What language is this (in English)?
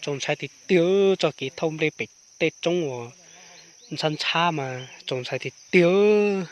Hmong